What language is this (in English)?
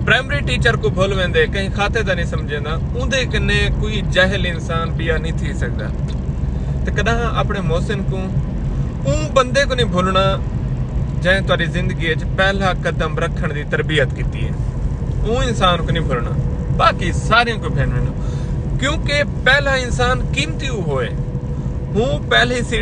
Saraiki